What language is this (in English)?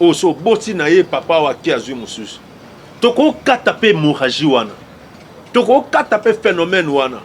Lingala